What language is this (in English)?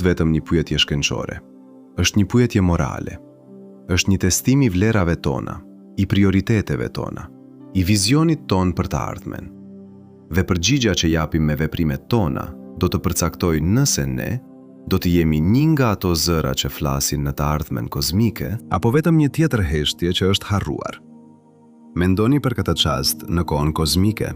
Albanian